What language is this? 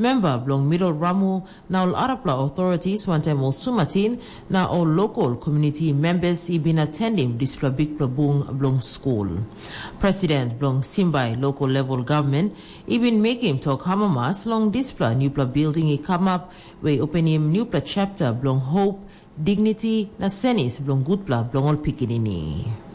Tok Pisin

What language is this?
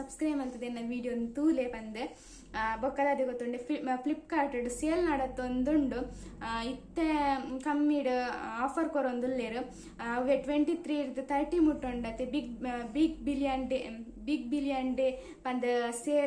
Tulu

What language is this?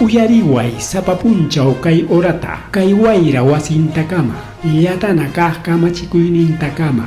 Ayacucho Quechua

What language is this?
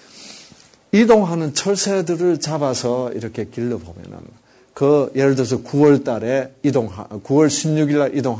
Korean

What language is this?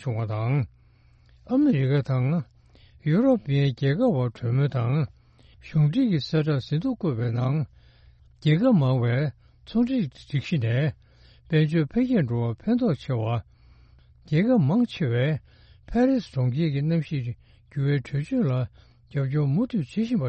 Tibetan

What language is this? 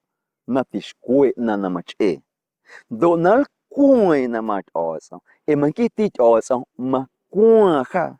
Guerrero Amuzgo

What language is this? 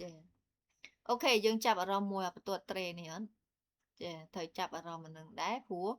Khmer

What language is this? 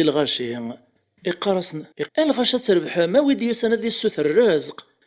Kabyle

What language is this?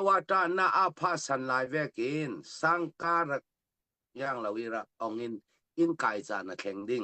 Falam Chin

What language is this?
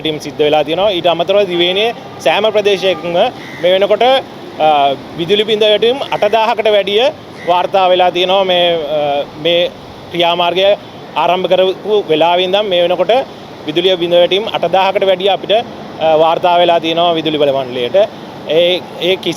Sinhala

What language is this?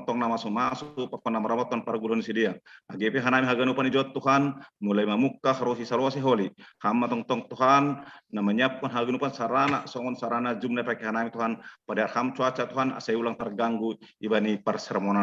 Batak Simalungun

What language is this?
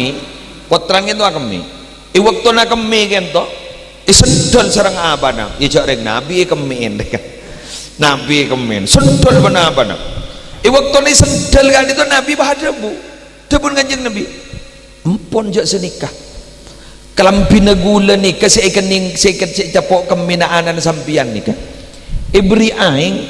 Madurese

